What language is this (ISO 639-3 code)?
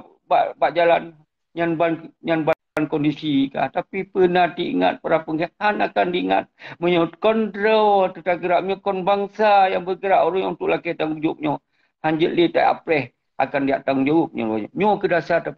ace